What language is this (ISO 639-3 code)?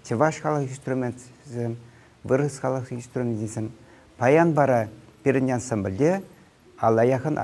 chv